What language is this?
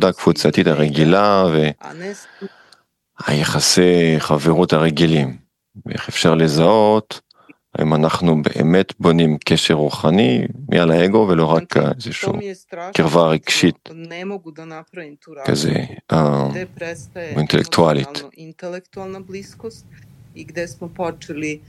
Hebrew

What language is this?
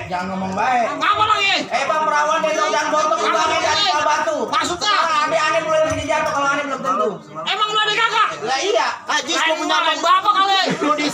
Betawi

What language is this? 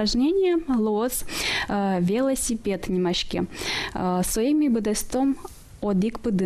Udmurt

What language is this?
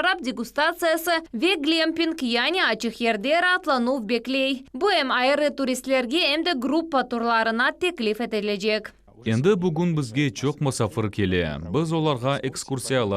Crimean Tatar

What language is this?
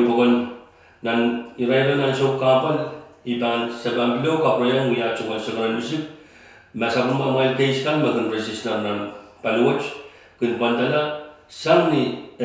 Pohnpeian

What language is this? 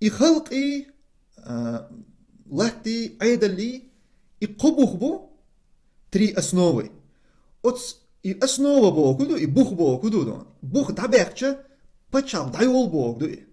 Chechen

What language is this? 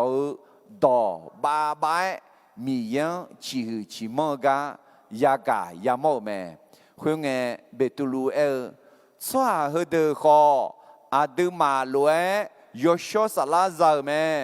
Akha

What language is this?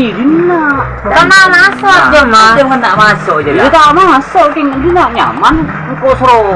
Madurese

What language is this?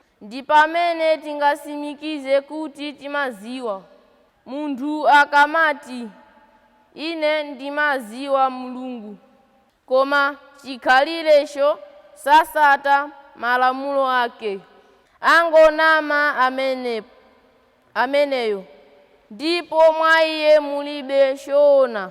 Nyanja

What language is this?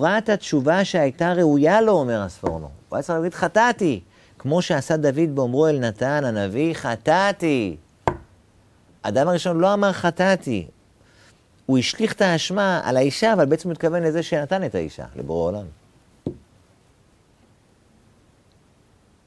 Hebrew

